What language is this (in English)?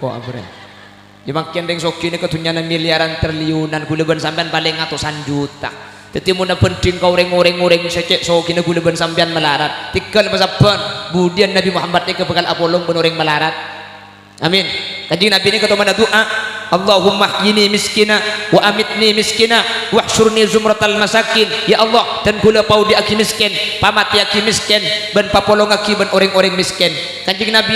Madurese